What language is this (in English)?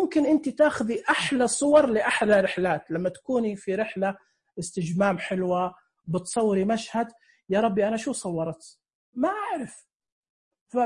Najdi Arabic